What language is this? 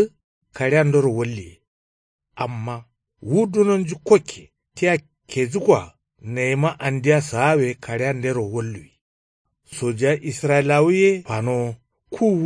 Kanuri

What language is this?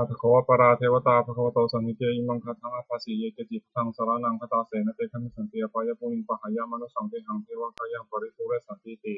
Pali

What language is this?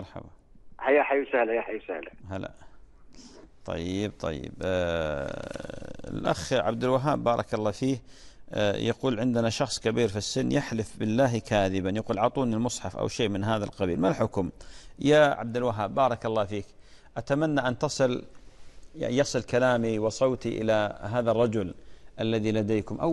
Arabic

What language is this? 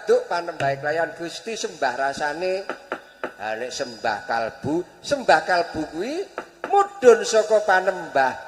Javanese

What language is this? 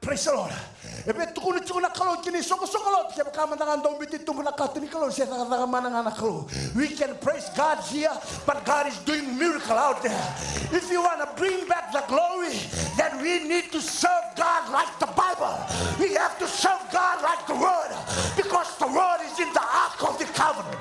Fijian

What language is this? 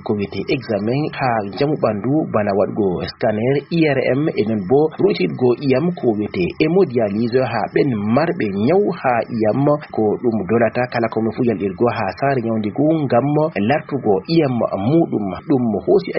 Fula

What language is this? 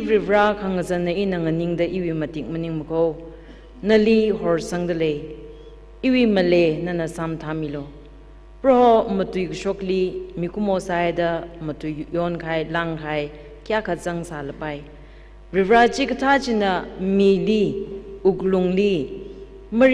Tangkhul Naga (India)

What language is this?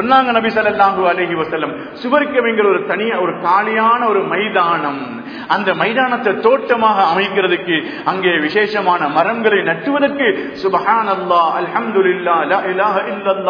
Tamil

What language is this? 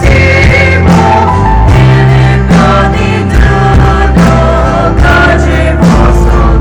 Poumei Naga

